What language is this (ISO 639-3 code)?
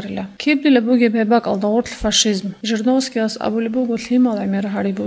ava